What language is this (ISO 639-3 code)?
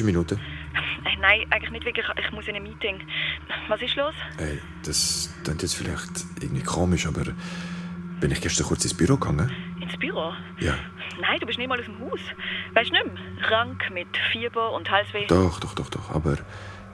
gsw